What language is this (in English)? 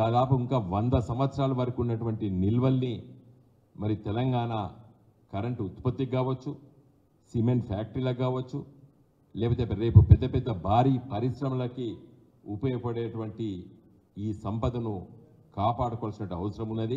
Telugu